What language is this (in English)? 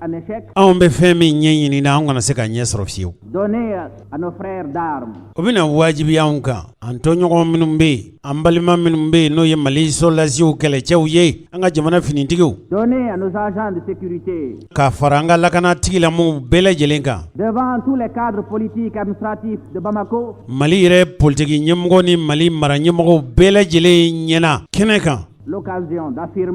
Bambara